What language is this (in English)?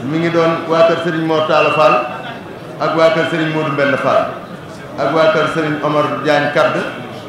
Wolof